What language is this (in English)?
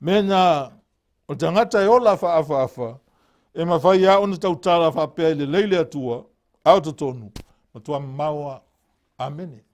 Samoan